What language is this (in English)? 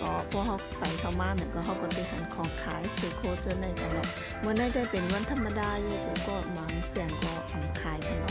Shan